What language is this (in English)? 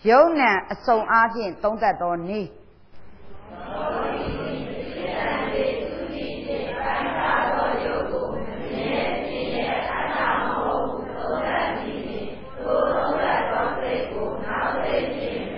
Burmese